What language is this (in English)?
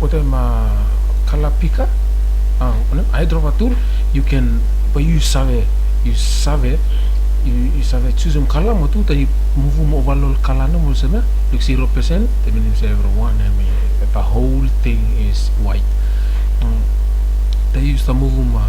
Bislama